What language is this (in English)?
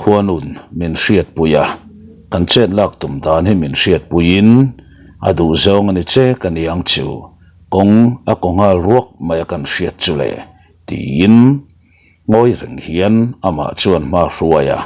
Mizo